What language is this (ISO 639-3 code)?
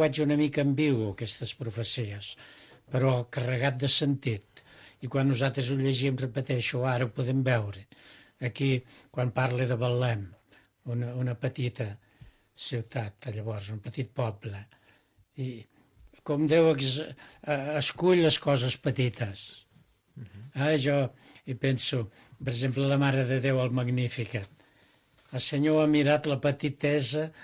cat